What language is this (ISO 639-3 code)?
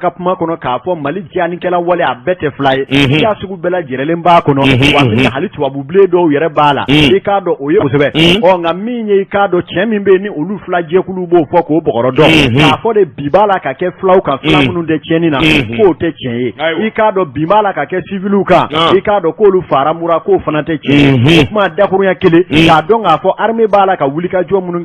bam